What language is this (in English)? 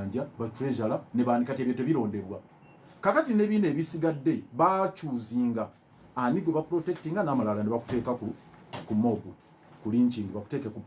Ganda